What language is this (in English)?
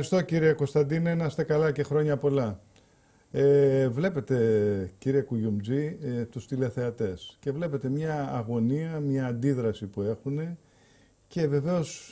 Greek